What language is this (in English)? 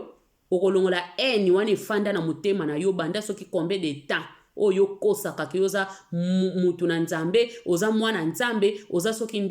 Lingala